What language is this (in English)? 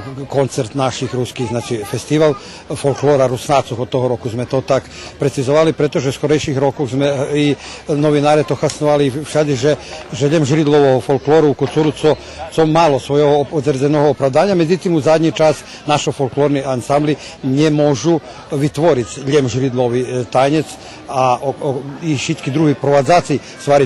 Rusyn